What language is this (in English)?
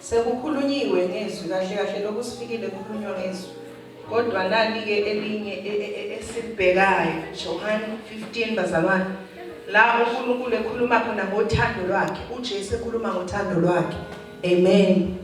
Zulu